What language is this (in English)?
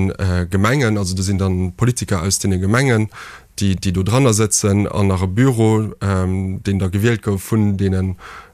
Luxembourgish